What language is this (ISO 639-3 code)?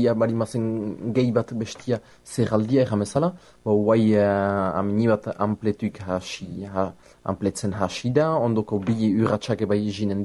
eus